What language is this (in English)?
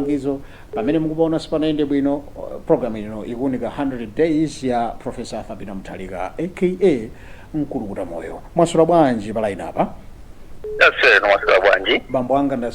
Nyanja